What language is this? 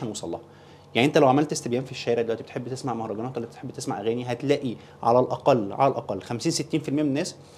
Egyptian Arabic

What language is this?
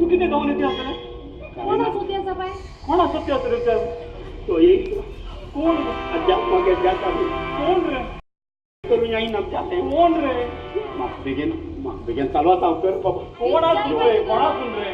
Konkani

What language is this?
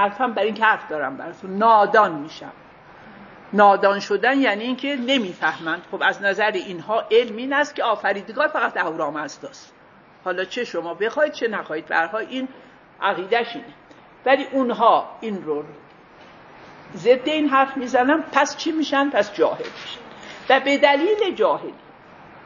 Persian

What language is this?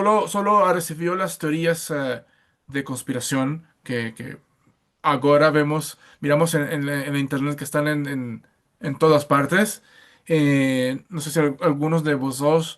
Ladino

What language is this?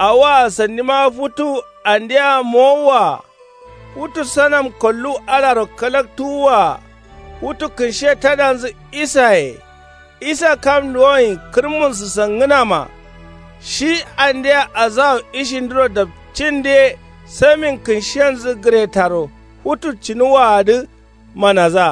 Kanuri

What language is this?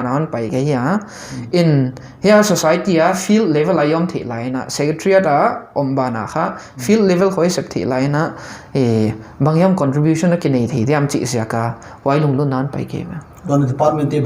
Paite Chin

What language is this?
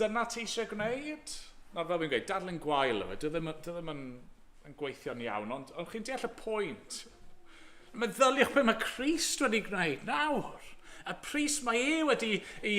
Welsh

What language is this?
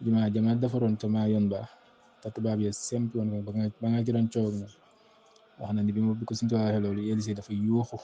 Wolof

